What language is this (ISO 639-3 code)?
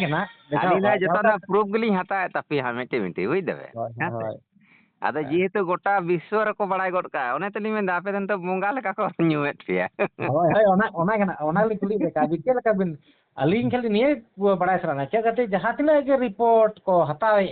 sat